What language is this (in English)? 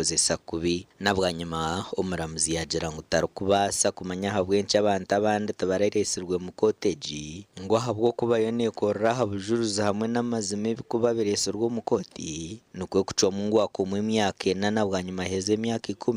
Nyankole